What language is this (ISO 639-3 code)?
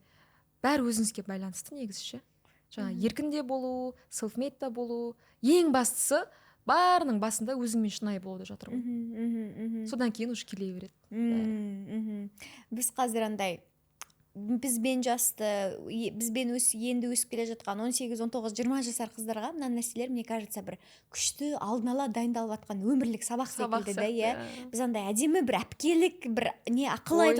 kaz